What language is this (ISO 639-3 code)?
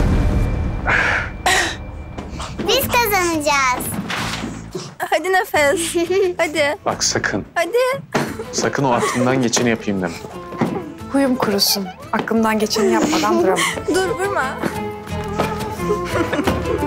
tur